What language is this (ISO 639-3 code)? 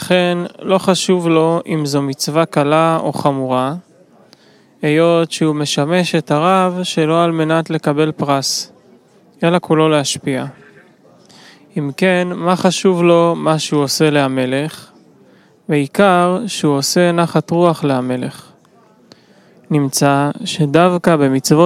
heb